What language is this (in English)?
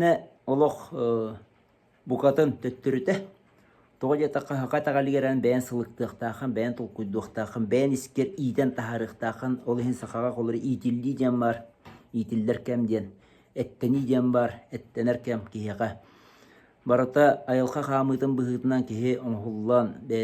Yakut